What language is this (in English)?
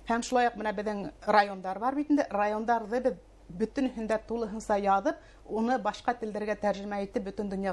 Bashkir